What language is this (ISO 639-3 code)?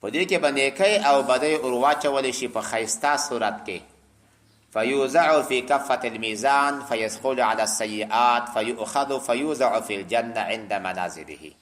pus